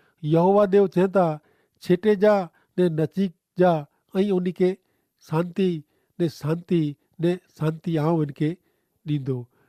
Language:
Kachhi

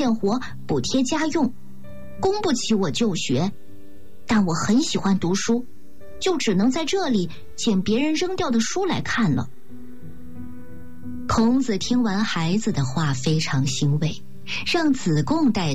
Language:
Chinese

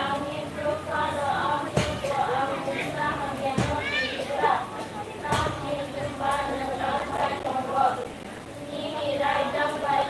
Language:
Kok Borok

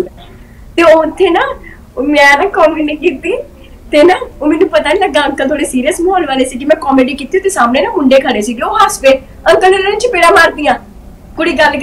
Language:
Punjabi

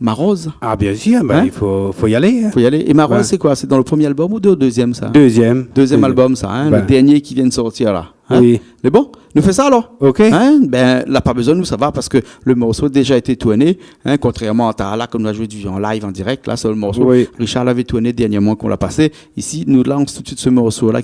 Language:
Réunion Creole French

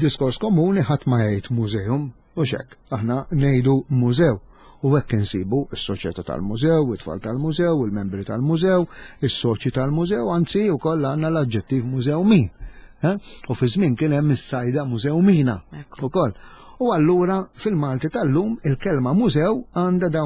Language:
Maltese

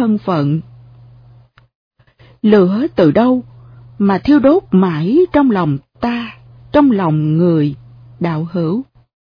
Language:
Vietnamese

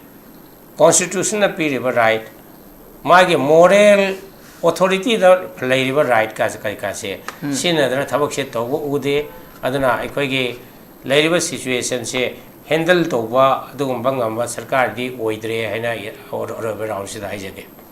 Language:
Manipuri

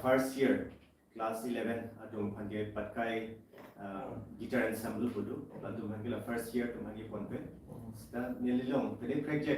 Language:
Karbi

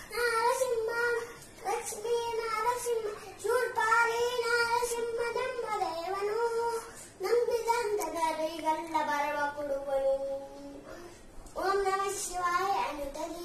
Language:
Kannada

